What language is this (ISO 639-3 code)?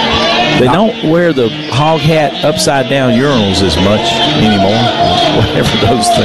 eng